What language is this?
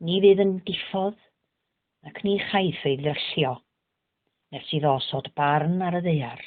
Welsh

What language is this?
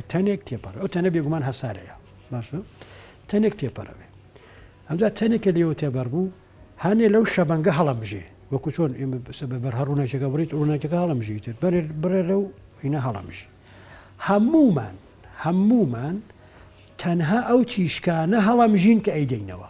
Central Kurdish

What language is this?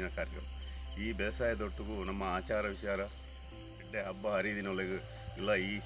Tulu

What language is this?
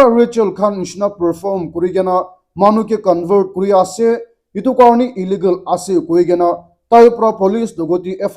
Naga Pidgin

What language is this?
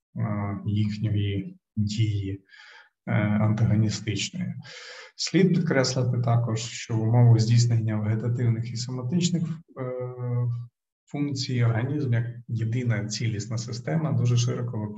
Ukrainian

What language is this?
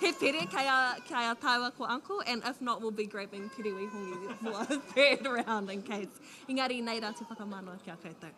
Māori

